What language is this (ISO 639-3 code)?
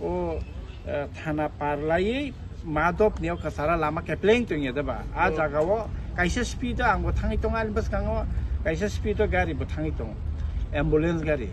trp